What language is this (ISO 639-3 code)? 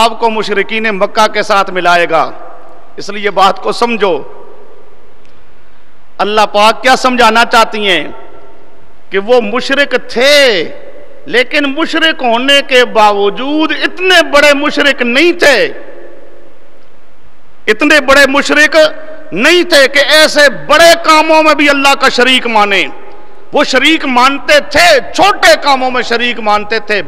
urd